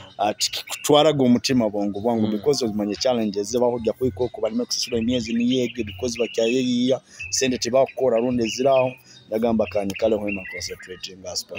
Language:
Nyoro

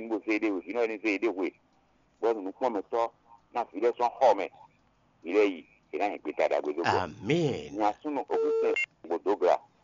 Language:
Fon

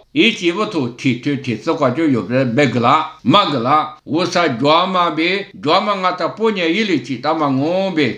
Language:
Lisu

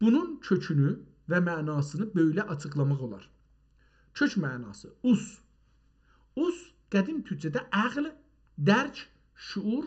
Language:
South Azerbaijani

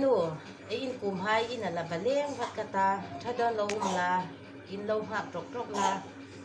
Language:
Hmar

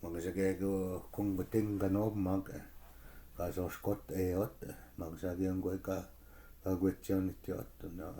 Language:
Chippewa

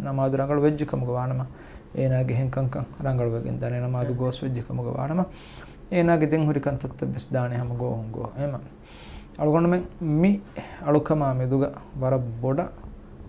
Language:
Divehi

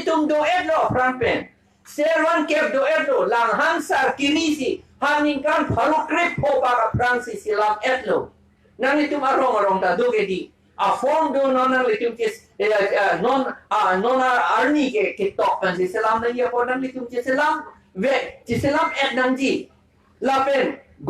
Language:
Karbi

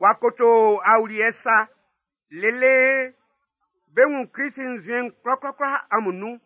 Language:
Baoulé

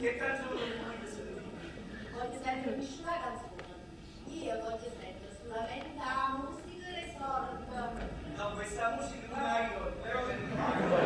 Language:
Neapolitan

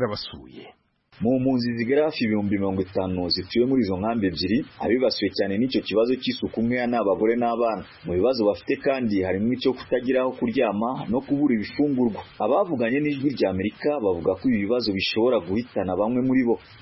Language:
Kinyarwanda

